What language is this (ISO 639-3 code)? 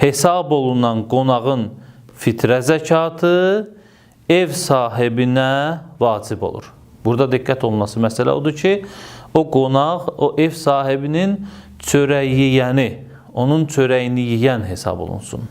aze